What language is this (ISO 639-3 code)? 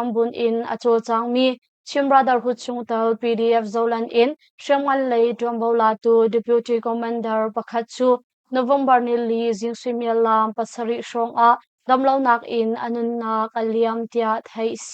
cnh